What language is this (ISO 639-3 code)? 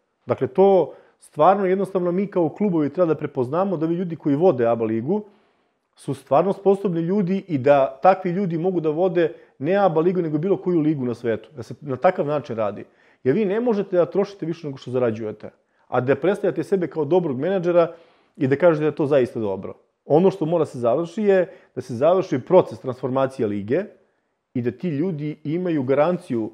srp